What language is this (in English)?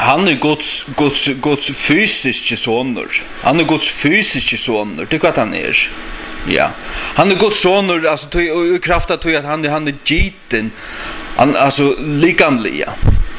Faroese